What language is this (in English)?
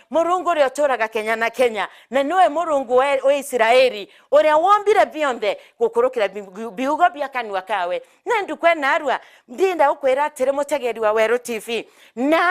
Meru